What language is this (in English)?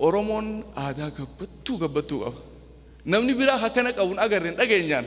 Oromo